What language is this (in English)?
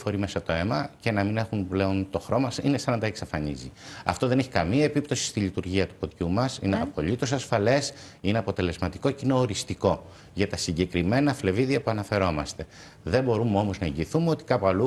Greek